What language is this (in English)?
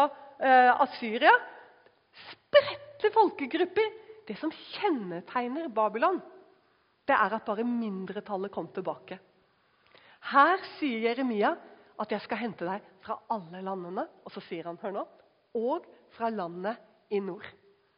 Norwegian